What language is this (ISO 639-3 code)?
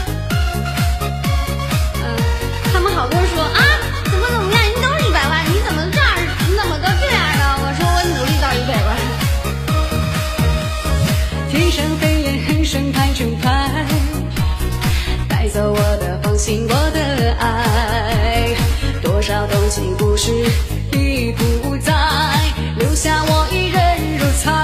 zho